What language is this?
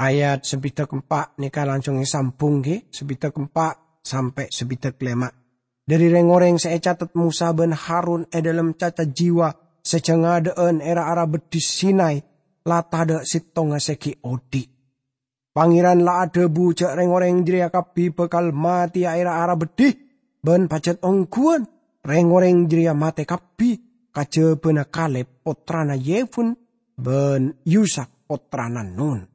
Madurese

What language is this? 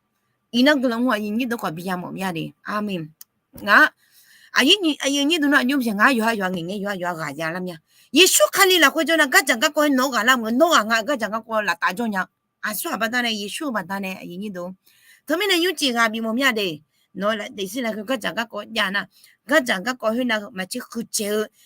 Akha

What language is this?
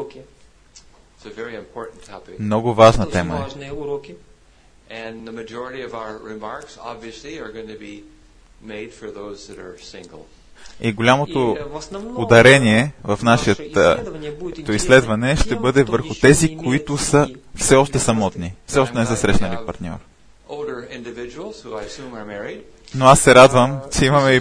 Bulgarian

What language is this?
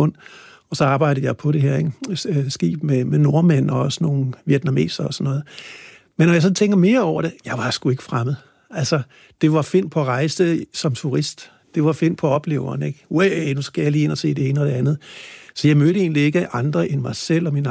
Danish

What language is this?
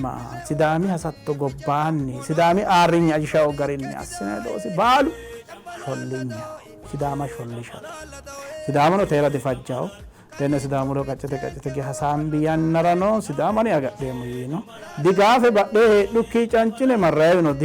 Sidamo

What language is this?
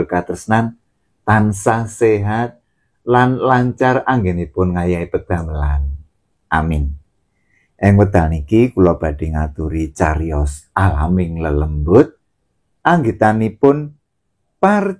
Javanese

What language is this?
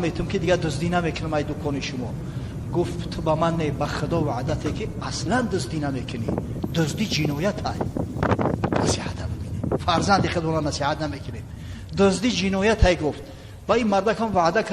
Tajik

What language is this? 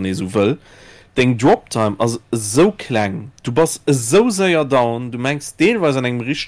Luxembourgish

